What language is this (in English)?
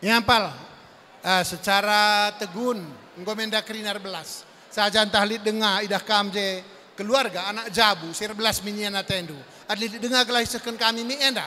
Batak Karo